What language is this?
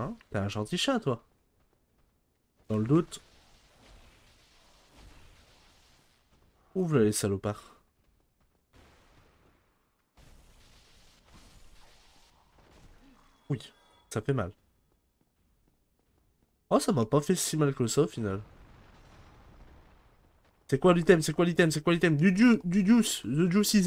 French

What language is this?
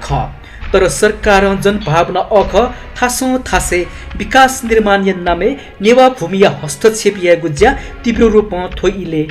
Newari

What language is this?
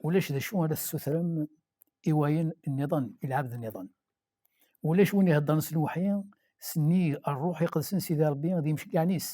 Kabyle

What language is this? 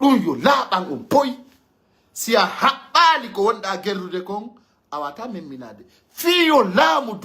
Pular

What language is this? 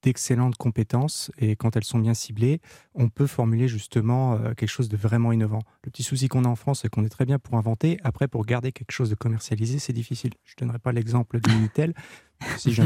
French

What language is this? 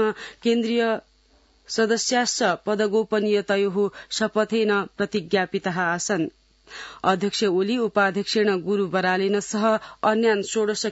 Sanskrit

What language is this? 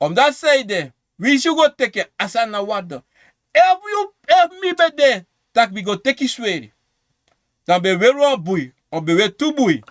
Sranan Tongo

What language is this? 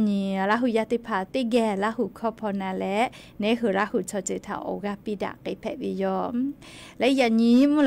Lahu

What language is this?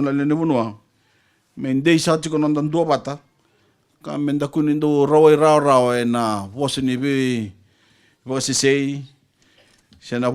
Fijian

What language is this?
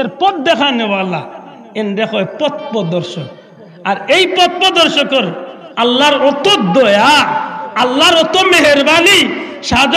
Sylheti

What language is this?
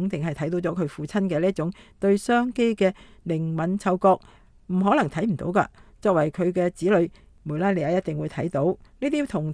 Cantonese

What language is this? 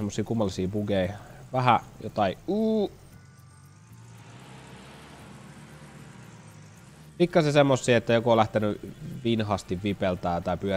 Finnish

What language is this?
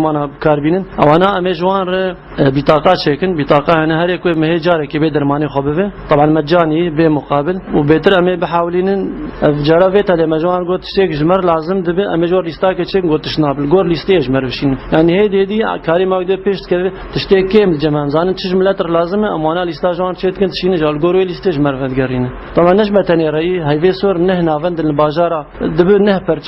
Kurdish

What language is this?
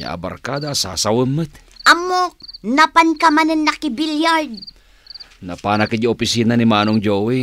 Iloko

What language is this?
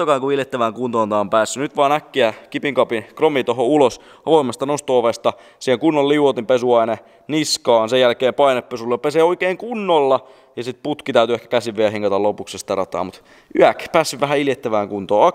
Finnish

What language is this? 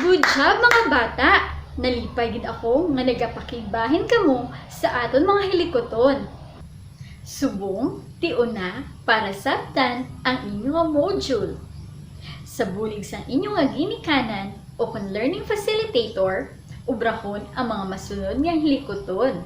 Hiligaynon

